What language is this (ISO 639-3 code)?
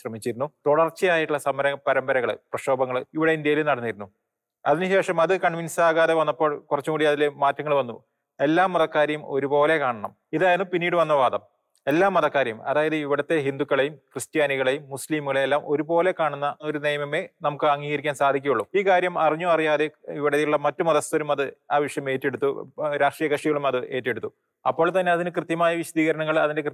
mal